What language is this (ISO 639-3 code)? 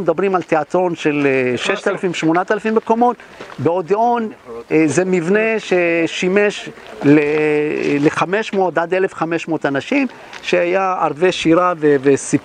heb